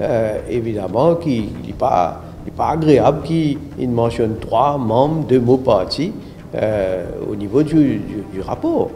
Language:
Morisyen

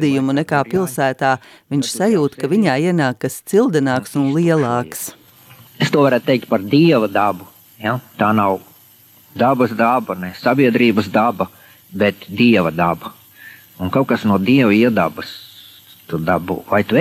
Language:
Latvian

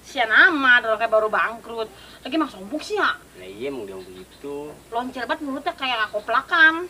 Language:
Betawi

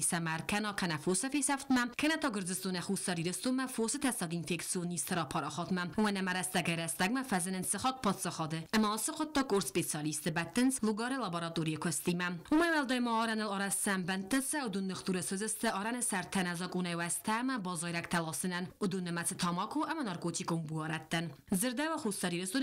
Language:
Ossetic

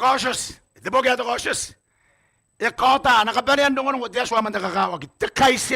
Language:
Gilbertese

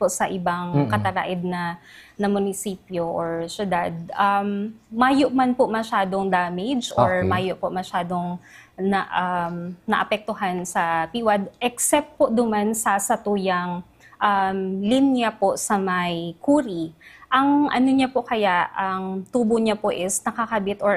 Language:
Bikol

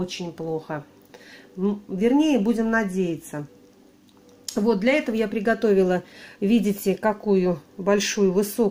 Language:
Russian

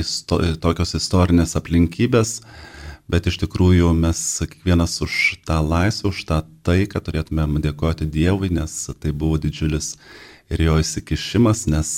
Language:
Lithuanian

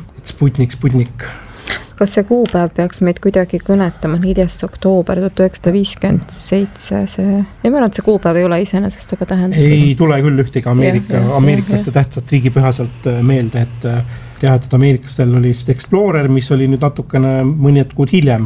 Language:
Estonian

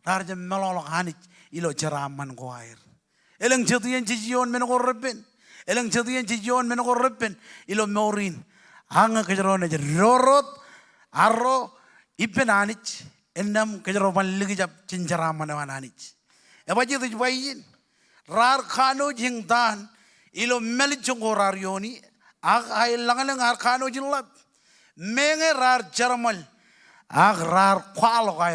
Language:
Marshallese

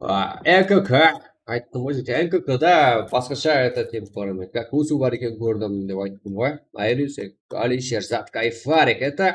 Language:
Kara-Kalpak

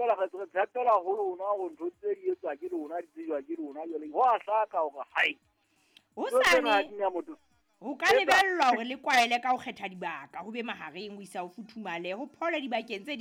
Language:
Southern Sotho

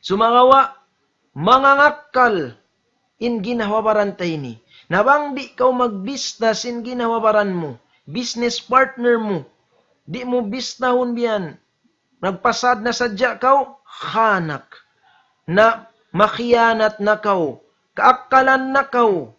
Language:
Tausug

